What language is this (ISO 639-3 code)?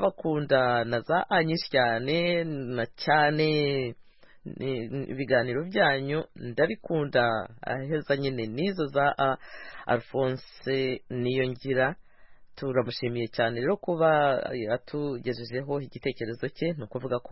kin